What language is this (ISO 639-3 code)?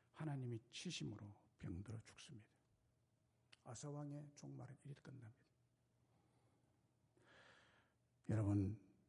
kor